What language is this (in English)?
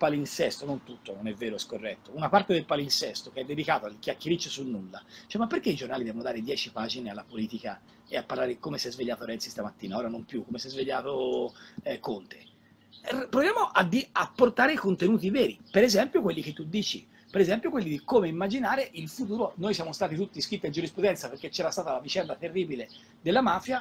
Italian